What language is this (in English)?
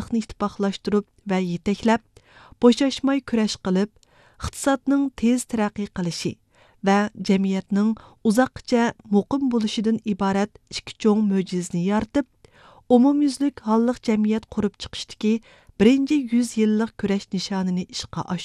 Uyghur